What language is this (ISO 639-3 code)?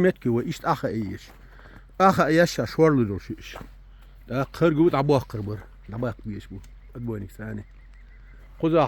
che